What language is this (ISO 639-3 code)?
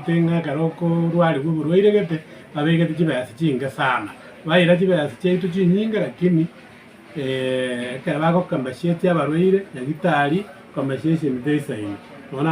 guz